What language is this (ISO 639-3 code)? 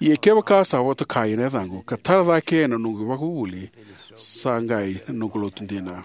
fij